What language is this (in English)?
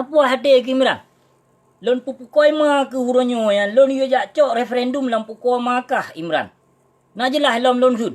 Achinese